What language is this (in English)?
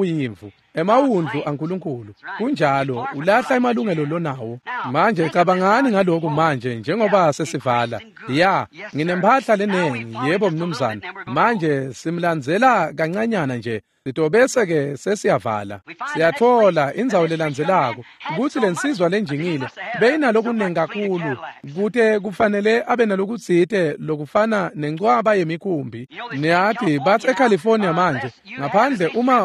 Swati